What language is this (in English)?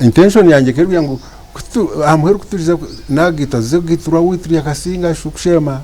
Nyankole